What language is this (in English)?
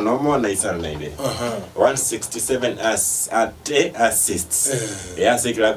Gusii